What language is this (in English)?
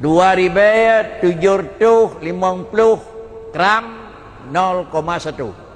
Achinese